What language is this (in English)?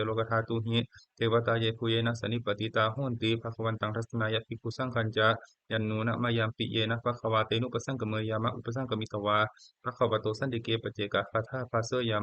Pali